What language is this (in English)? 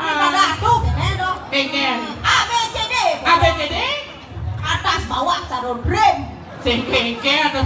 Balinese